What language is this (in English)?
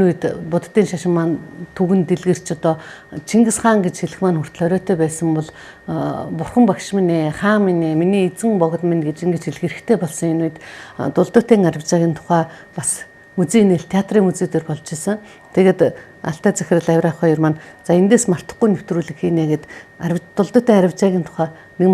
Mongolian